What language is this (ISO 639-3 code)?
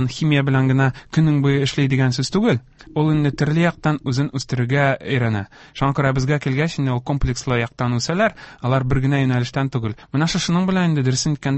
tat